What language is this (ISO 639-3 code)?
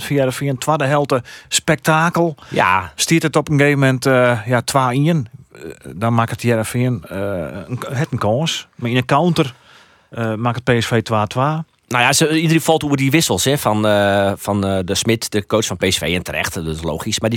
fry